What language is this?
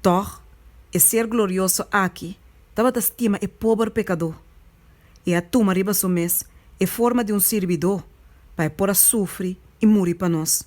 Papiamento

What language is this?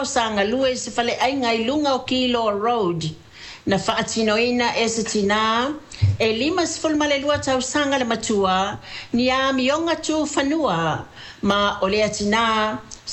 Samoan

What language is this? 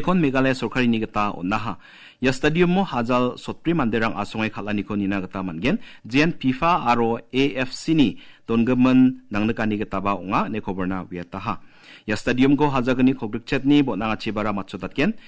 Garo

